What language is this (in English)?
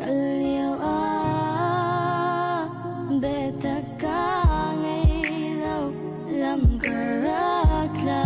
Falam Chin